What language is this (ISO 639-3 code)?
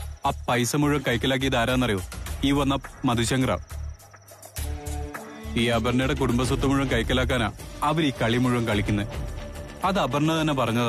mal